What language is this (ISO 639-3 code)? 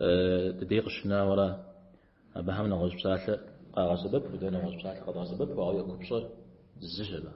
kbd